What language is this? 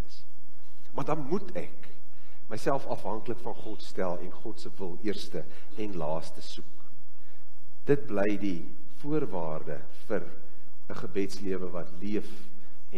Afrikaans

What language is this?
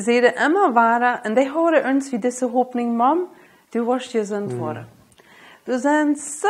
Plautdietsch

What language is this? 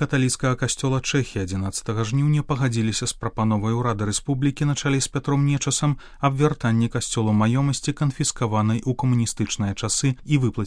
Belarusian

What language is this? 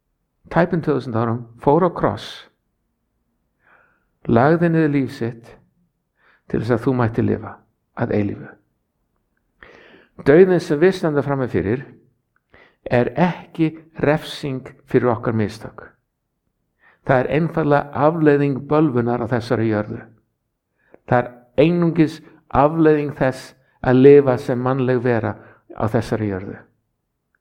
Icelandic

